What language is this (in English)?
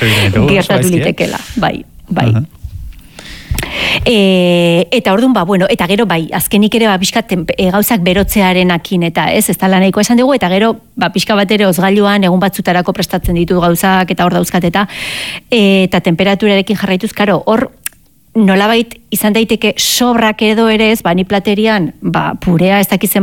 Basque